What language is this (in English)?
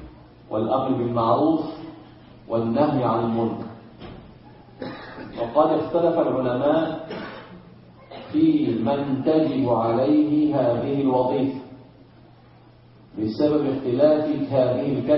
Arabic